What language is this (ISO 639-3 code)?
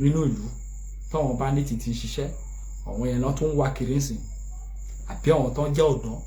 yor